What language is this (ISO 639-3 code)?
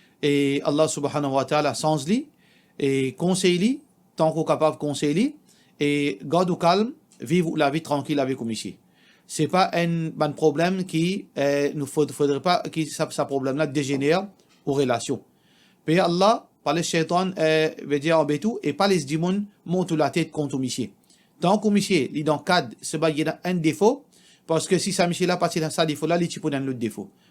mfe